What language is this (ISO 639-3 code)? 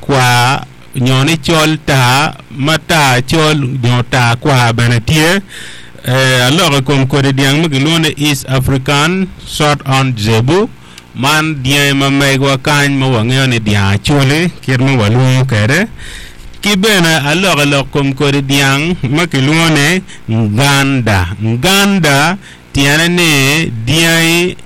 ach